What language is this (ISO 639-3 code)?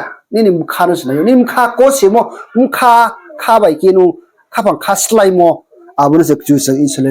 ria